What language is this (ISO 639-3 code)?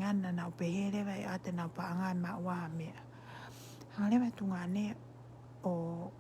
ton